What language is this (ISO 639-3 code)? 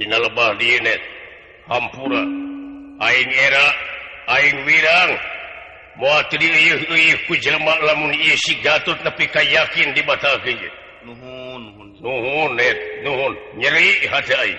sun